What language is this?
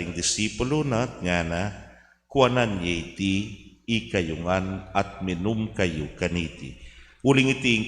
Pampanga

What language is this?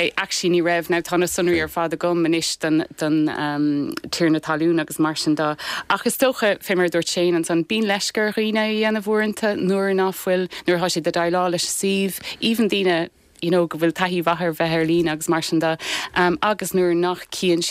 Irish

